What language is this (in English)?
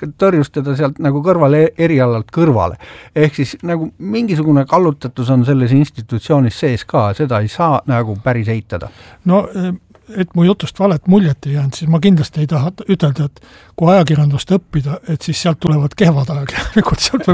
Estonian